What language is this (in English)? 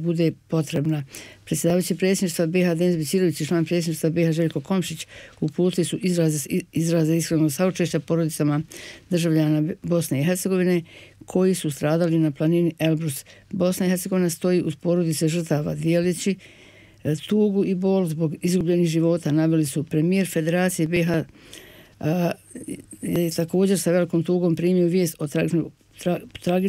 Bosnian